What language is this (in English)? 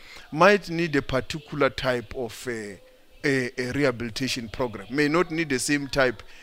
English